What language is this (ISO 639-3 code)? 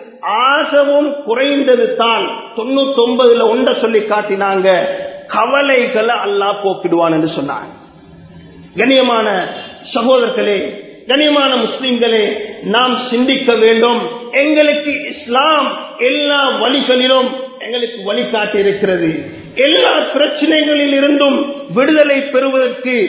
tam